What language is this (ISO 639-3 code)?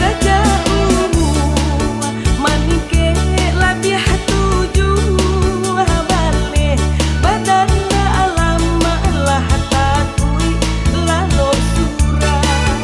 min